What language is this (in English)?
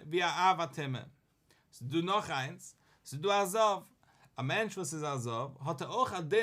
Yiddish